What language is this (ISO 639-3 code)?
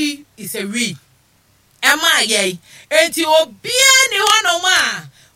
aka